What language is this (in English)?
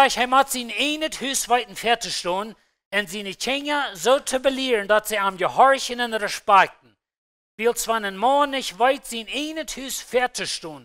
Plautdietsch